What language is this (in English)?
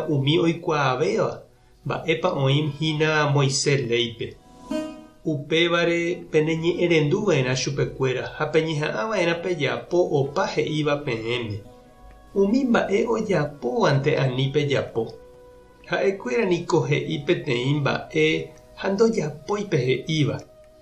Guarani